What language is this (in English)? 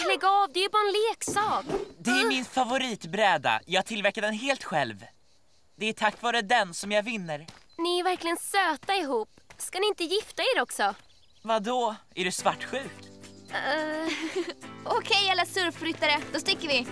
Swedish